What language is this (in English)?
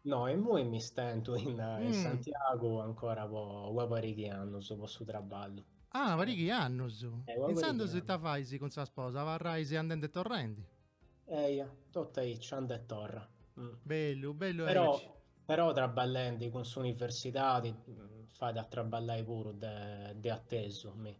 Sardinian